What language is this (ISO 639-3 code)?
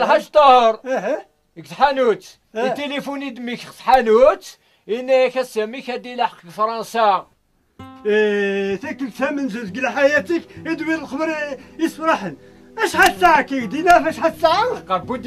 kab